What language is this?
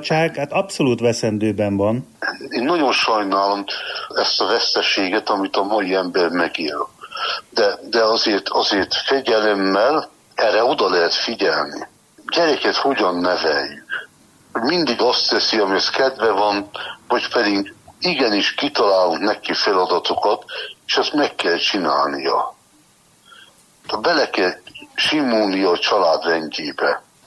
Hungarian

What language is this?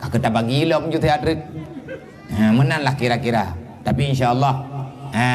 Achinese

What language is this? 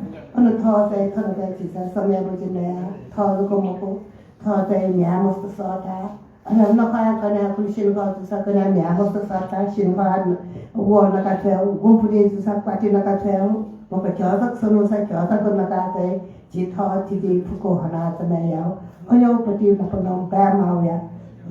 Newari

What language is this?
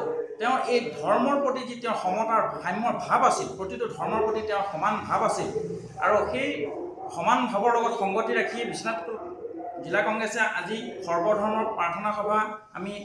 Assamese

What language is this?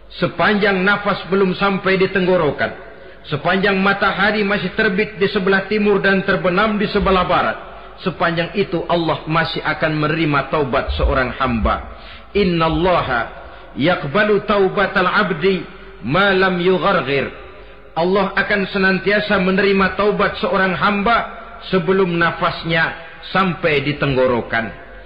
Indonesian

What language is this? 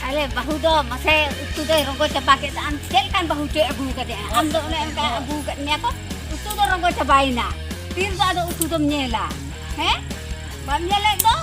Santali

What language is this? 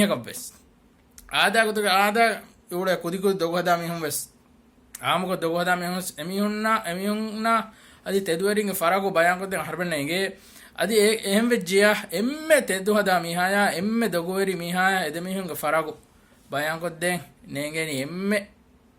Divehi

